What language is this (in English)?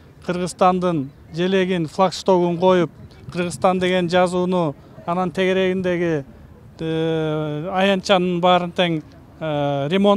Kyrgyz